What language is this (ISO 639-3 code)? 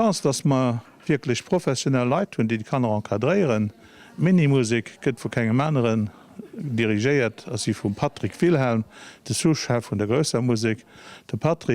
ltz